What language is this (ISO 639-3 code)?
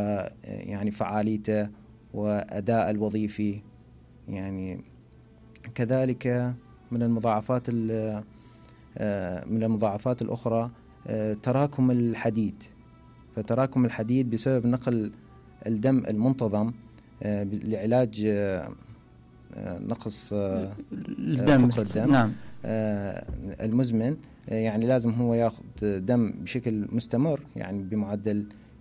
acm